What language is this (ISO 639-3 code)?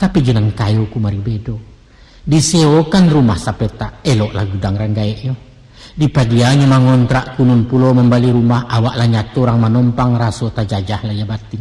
min